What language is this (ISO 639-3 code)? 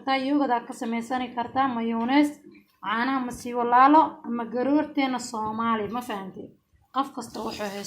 som